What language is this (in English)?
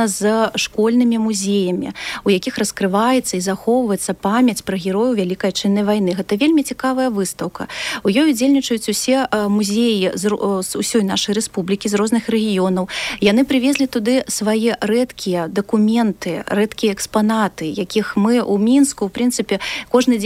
Belarusian